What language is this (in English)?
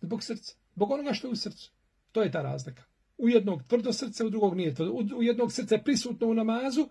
Bosnian